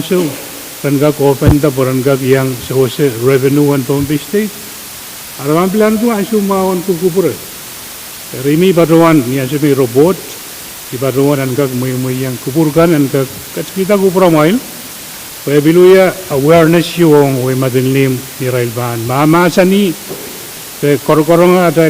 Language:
Pohnpeian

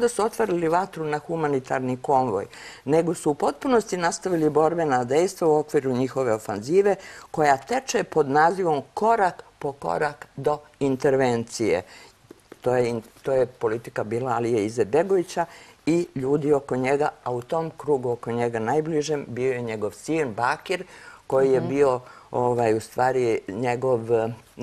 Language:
Serbian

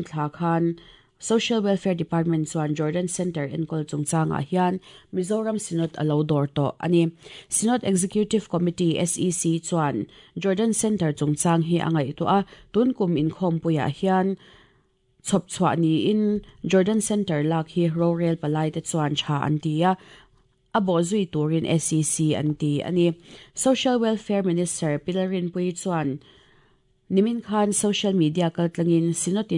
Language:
Mizo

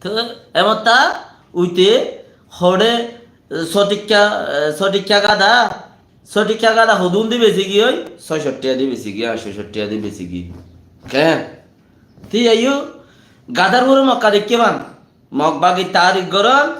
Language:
Rohingya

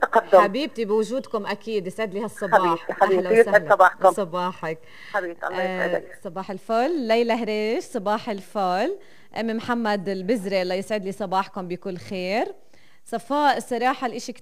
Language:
North Levantine Arabic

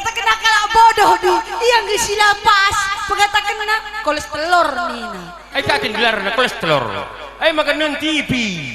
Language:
Batak Karo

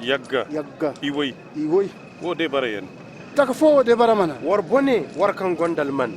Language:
Zarma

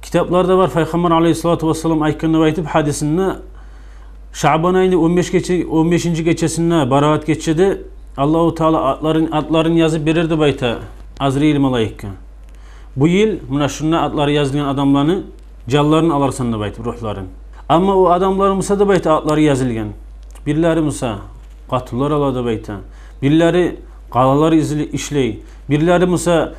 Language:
Kumyk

